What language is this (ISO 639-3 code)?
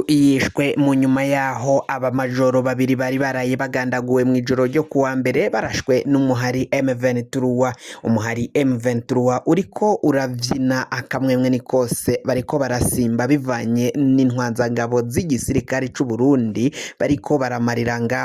run